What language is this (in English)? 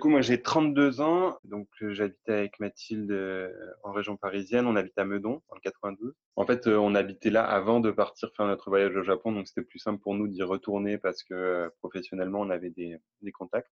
French